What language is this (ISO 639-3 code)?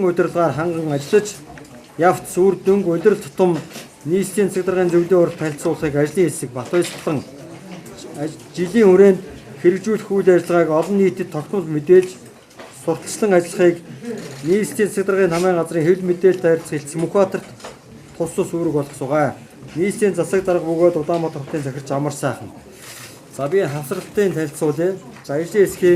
mon